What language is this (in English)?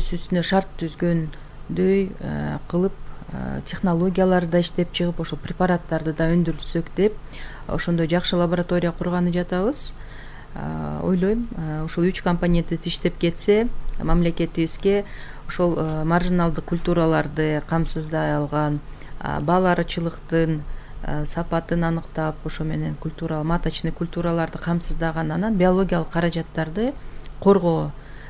Kyrgyz